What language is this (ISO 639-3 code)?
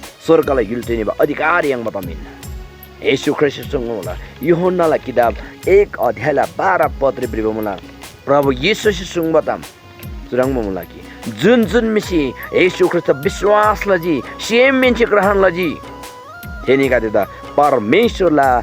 taj